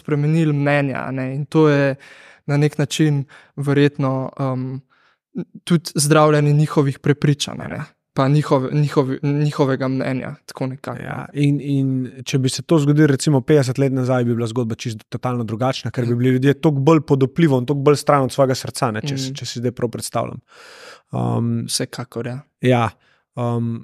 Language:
Slovenian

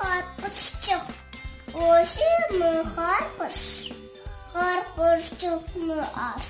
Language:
Crimean Tatar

